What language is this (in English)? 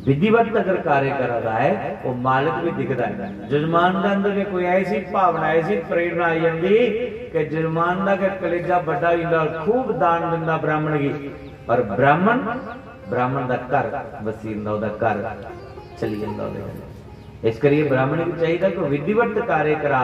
Dogri